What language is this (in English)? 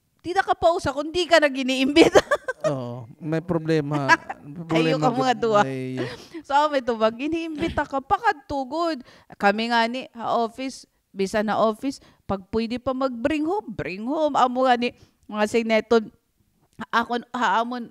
Waray